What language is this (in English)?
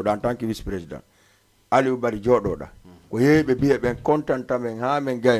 Fula